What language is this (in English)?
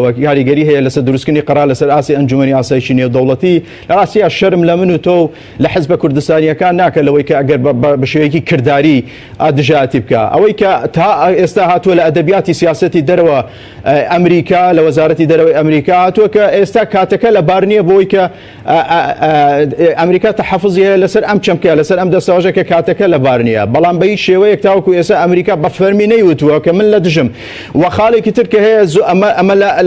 Central Kurdish